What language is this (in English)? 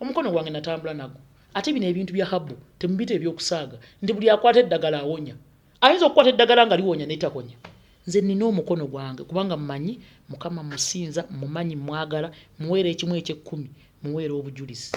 Ganda